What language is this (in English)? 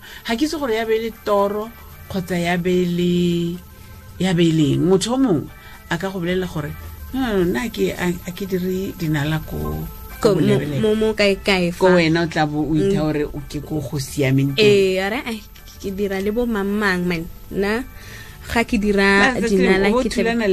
Tswana